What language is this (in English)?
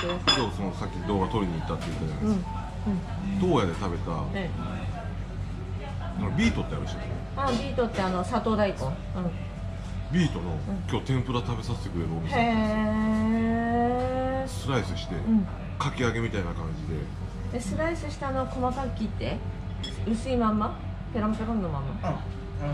Japanese